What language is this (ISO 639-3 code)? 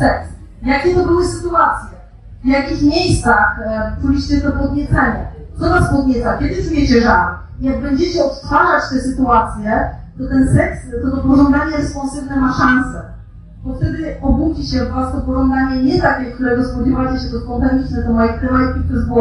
pol